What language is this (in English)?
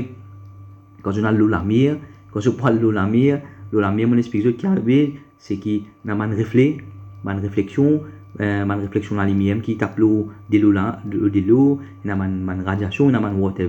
Morisyen